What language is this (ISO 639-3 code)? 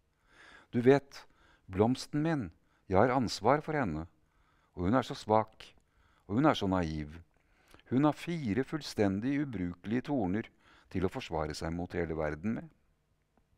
nor